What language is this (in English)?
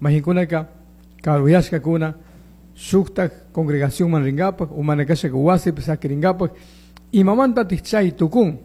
Chimborazo Highland Quichua